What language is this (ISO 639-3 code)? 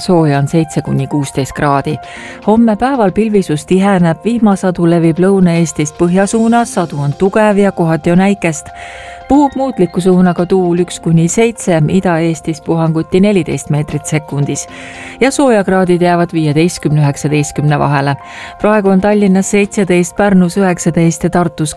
est